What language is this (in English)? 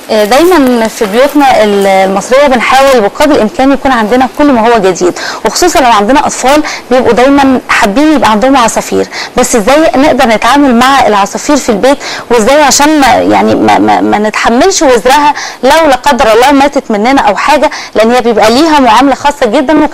Egyptian Arabic